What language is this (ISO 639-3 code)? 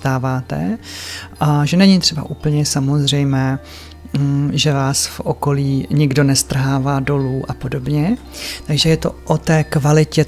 ces